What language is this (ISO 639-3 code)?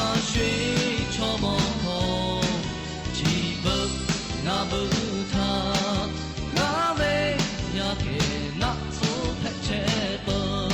lhu